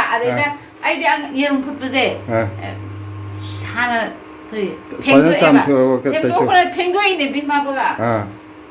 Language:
Manipuri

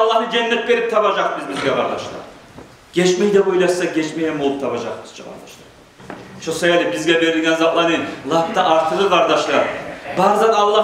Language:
Kumyk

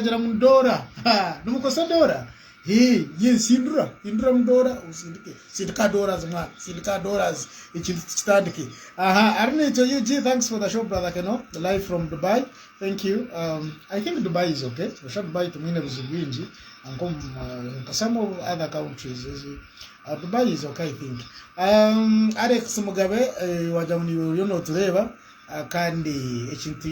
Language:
Nyankole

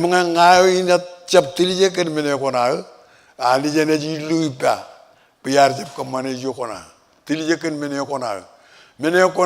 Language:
Marshallese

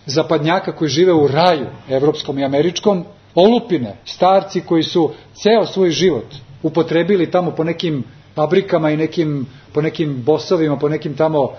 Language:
Serbian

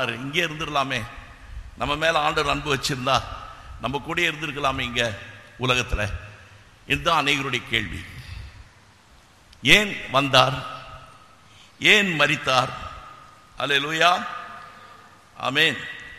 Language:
Tamil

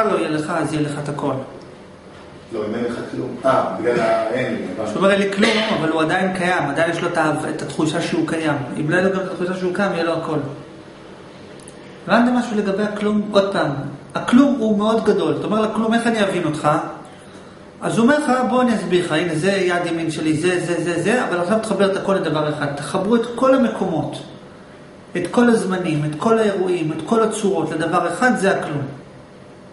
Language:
Hebrew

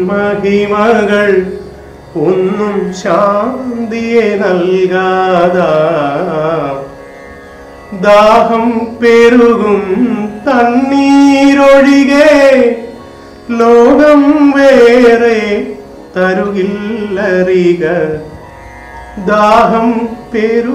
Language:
Malayalam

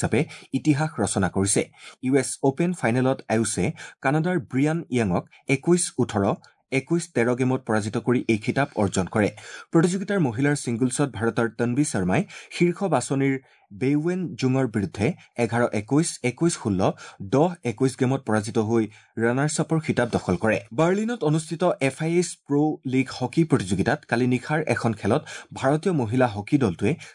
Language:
Assamese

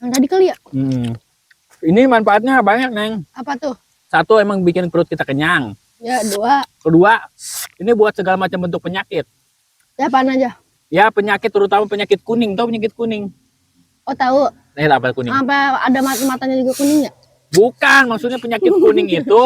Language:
Betawi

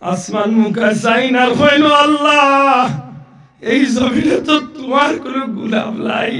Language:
Sylheti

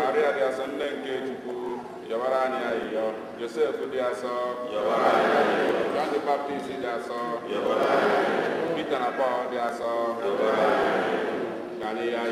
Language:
Igbo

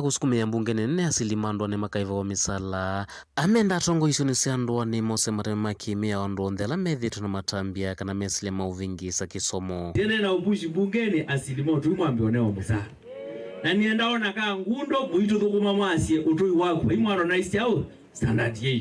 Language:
Kamba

